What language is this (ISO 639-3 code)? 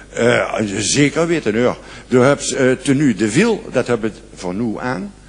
lim